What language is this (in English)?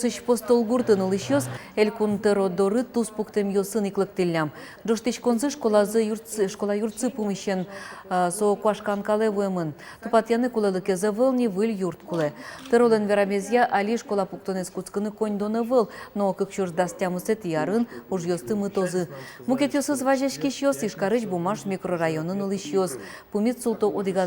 Udmurt